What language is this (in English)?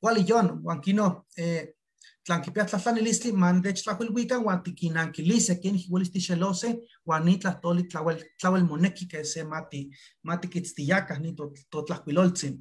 Eastern Huasteca Nahuatl